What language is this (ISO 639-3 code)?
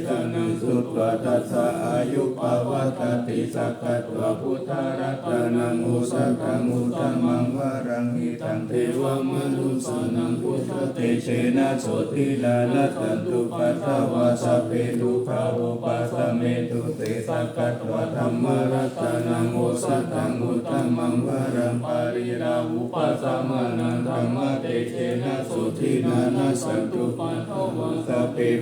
pli